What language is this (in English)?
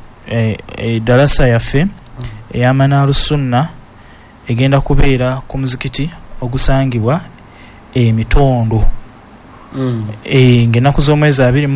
Ganda